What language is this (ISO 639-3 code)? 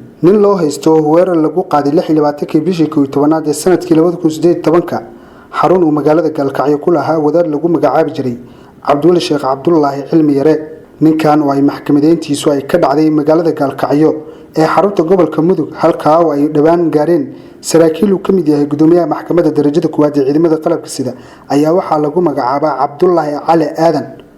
som